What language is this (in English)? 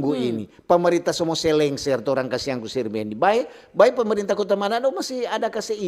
Manado Malay